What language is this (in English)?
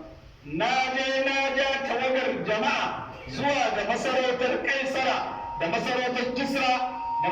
Hausa